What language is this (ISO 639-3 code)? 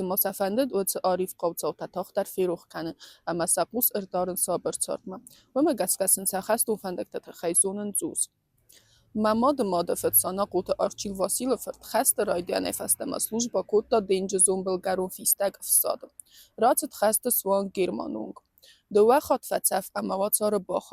oss